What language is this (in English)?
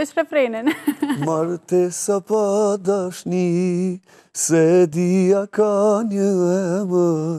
Albanian